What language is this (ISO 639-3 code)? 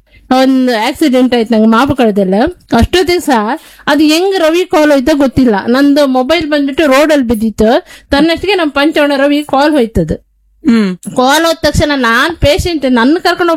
kan